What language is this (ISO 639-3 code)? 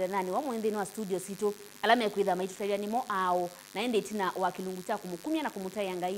kam